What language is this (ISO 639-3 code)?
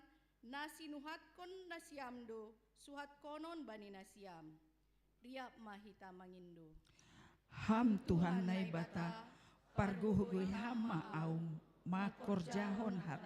bts